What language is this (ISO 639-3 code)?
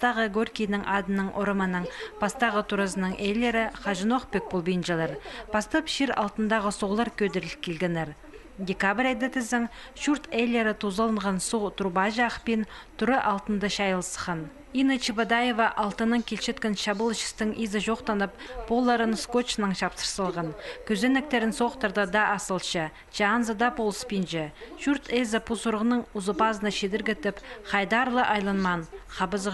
kjh